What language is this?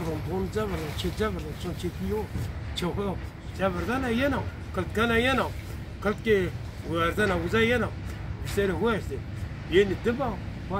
Zaza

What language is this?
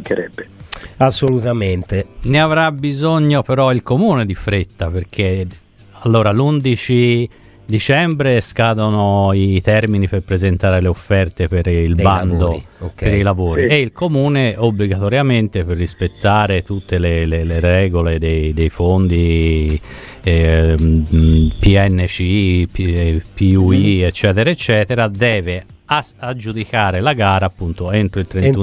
Italian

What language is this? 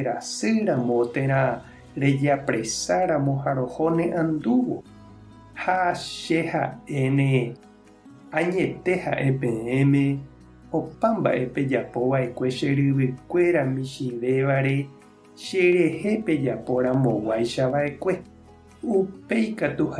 Guarani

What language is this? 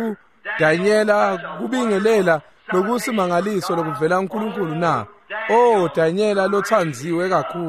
Swati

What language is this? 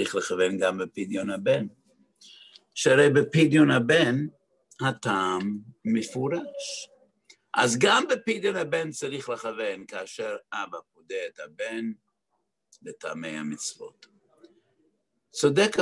Hebrew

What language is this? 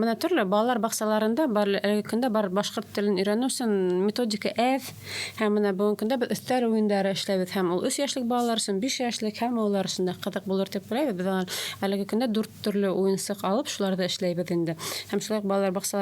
Bashkir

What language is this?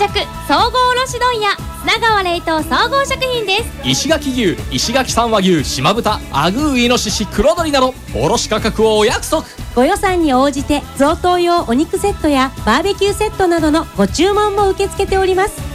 Japanese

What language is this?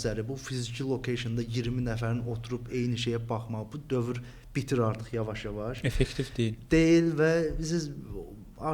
Azerbaijani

